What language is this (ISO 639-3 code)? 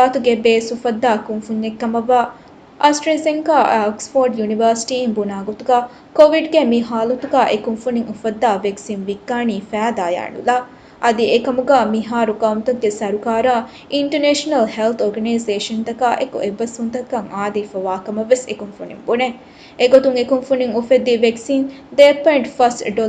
div